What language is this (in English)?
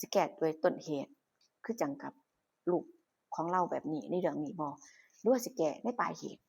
Northeastern Thai